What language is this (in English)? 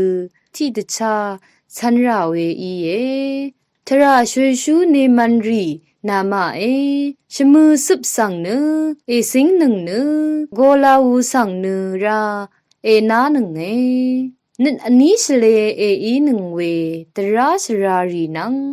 Rawang